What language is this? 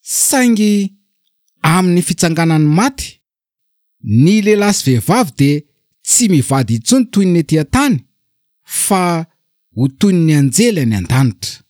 Malagasy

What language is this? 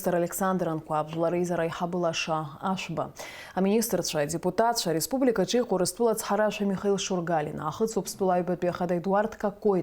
Abkhazian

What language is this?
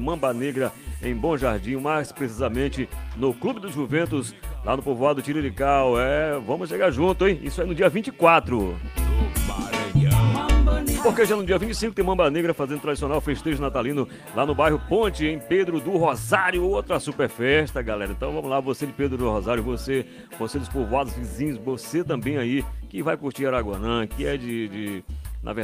Portuguese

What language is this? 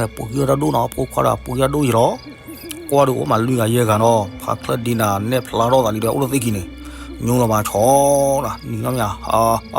S'gaw Karen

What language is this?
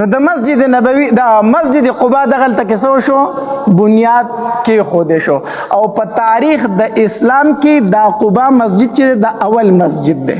Pashto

